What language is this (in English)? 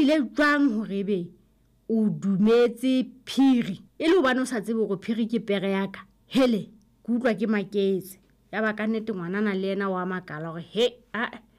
Southern Sotho